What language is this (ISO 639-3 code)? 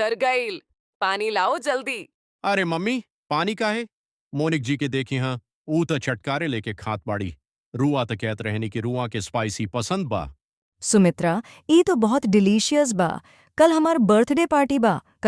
bho